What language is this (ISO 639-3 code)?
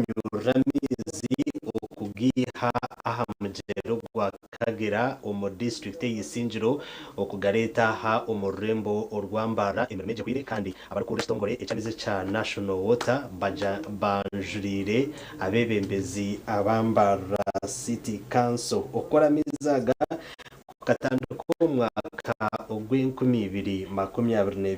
nyn